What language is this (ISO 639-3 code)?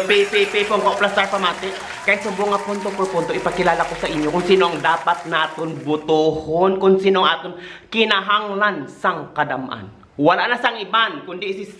hil